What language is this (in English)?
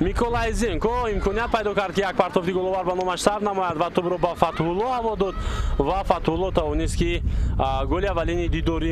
Tajik